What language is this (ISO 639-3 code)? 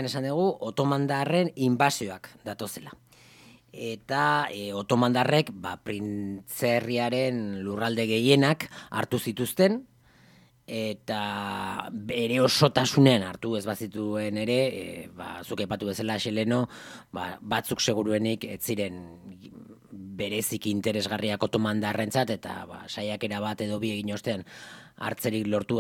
eus